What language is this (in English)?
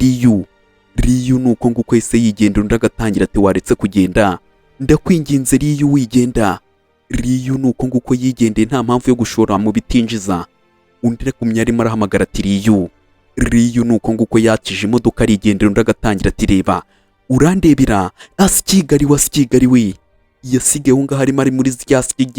Kinyarwanda